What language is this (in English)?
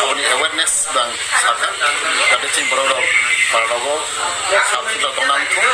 Kok Borok